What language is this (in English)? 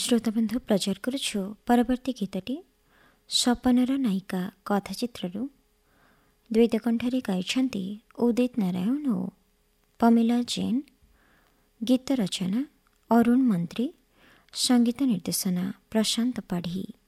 Odia